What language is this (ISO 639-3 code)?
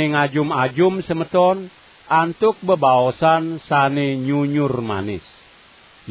ban